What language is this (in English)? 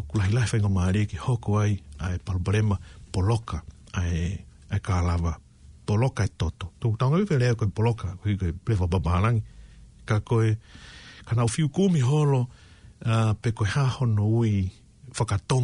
Tongan